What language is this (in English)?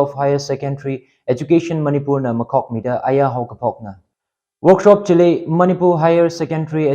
Tangkhul Naga (India)